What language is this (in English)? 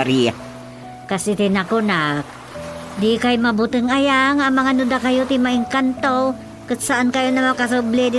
Iloko